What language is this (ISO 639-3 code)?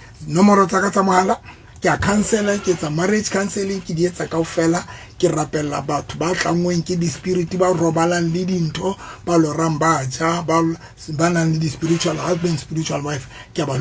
sot